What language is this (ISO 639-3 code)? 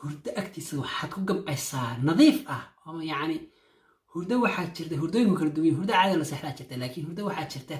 som